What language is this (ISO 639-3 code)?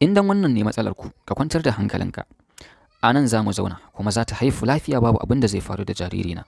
hau